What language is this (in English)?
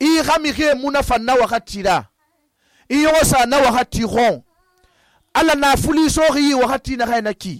Susu